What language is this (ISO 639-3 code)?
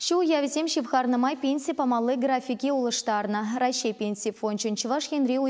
chv